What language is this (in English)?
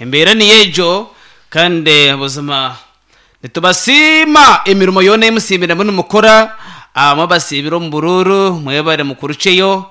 Nyankole